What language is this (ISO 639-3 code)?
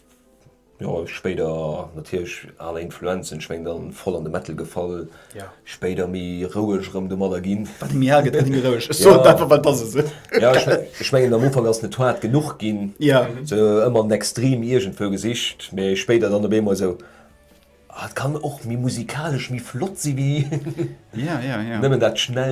ltz